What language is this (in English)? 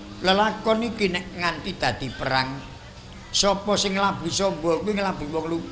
Javanese